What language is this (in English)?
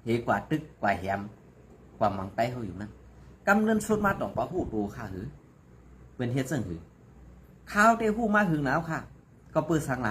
Shan